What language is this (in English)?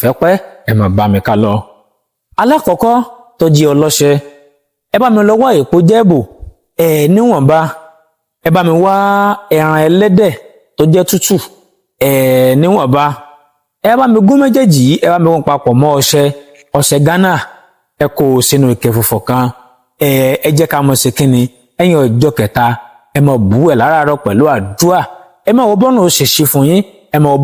Yoruba